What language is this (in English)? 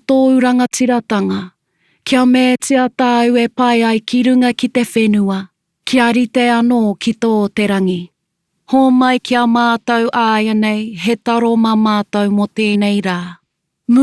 Māori